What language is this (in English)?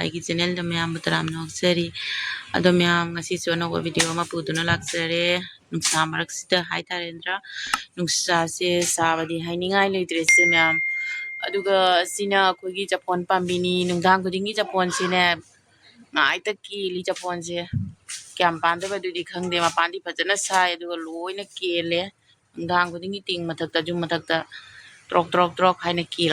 Manipuri